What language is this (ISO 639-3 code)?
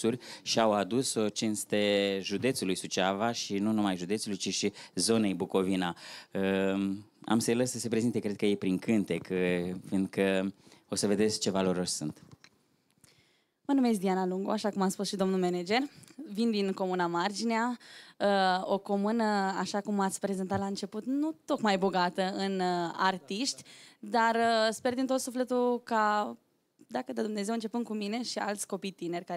ron